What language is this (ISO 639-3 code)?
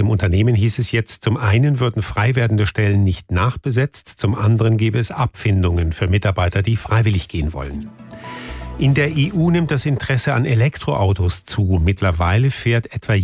deu